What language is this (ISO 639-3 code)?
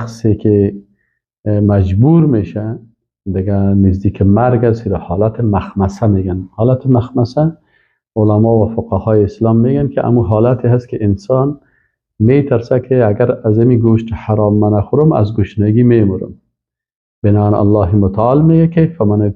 fas